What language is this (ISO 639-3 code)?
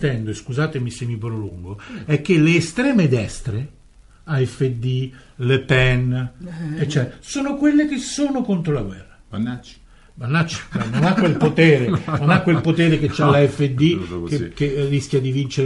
ita